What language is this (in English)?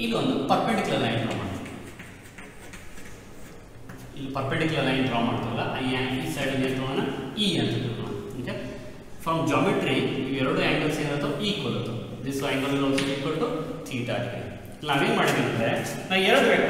Kannada